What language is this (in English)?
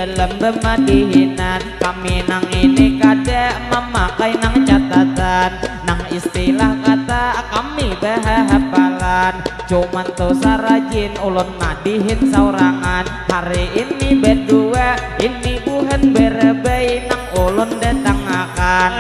Banjar